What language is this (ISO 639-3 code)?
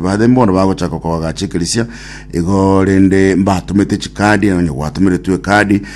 guz